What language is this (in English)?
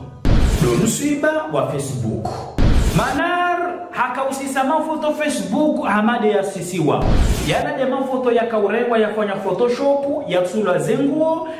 Ngazidja Comorian